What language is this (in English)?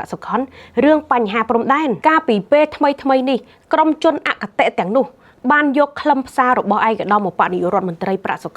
Khmer